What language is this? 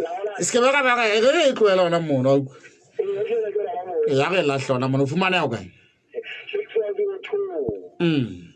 Southern Sotho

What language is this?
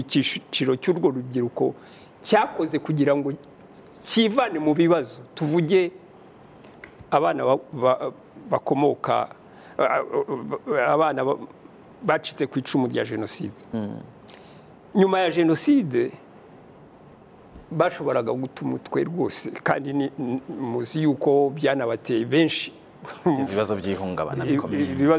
Kinyarwanda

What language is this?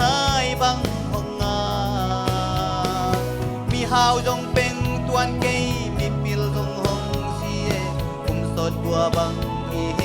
Tedim Chin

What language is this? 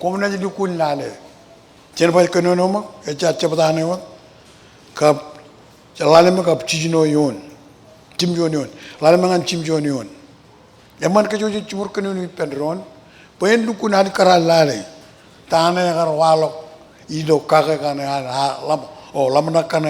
Marshallese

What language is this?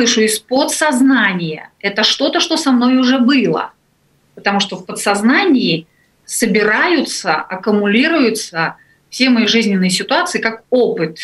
Russian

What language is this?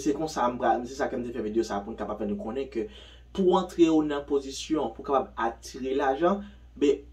Haitian Creole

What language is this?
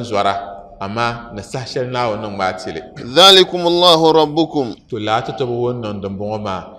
Dagbani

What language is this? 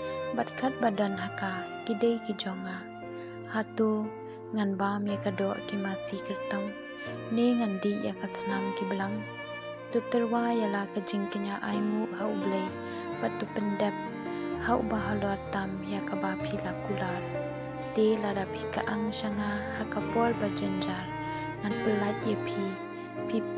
Khasi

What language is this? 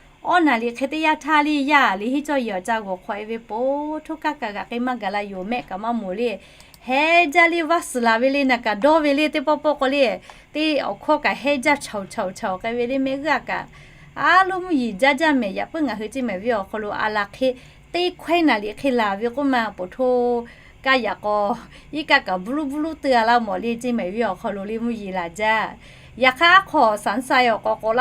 Lahu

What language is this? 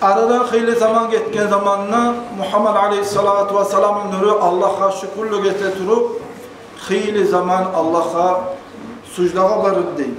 Kumyk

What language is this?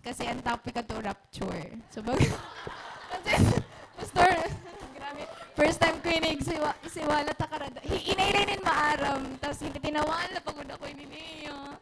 Waray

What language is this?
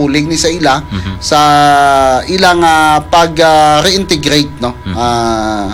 Hiligaynon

